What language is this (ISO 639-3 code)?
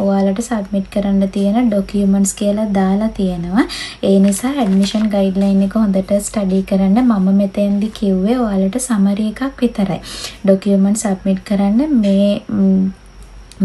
sin